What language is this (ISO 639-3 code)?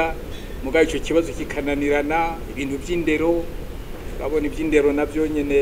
run